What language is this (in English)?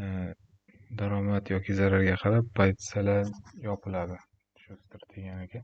Uzbek